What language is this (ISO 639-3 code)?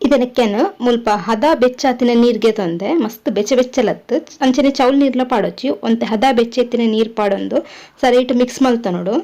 tcy